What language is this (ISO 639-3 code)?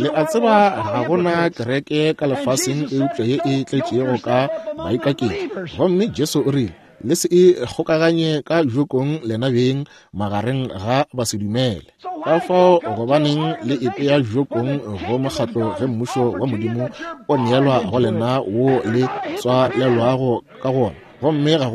nso